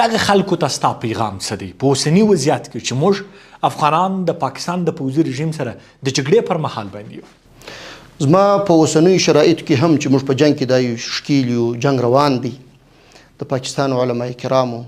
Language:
Pashto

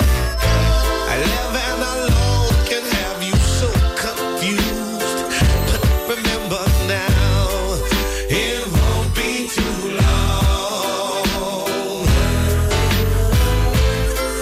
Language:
English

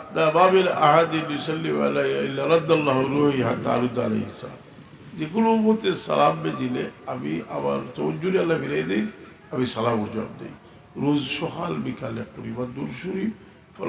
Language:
Sylheti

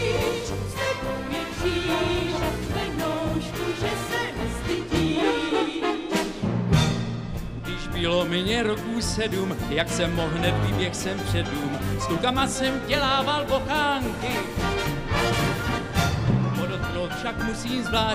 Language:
Czech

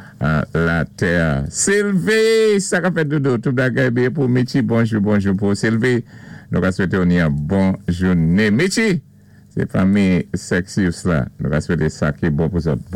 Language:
Saint Lucian Creole French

